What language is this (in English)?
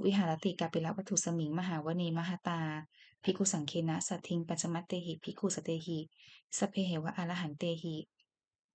Pali